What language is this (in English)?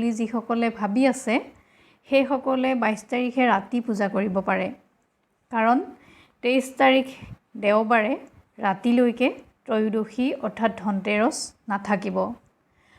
Assamese